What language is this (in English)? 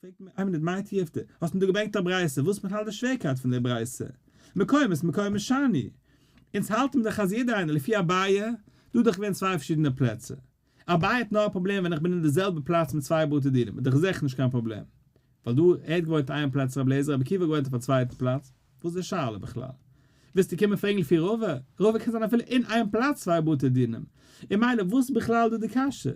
Yiddish